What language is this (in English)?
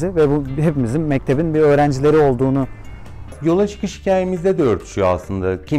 Turkish